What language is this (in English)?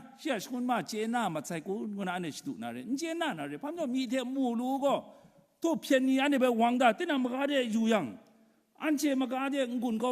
Kachin